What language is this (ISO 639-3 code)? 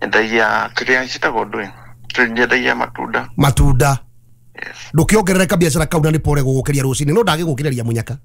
kik